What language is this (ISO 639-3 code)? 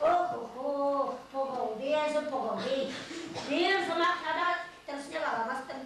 chv